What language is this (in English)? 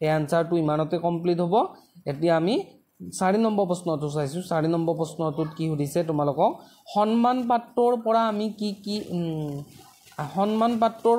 Assamese